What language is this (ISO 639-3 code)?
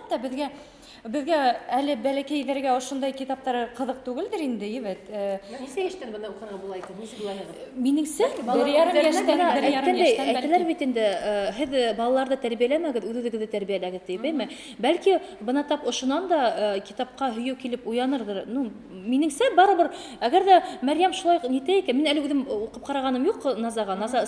bak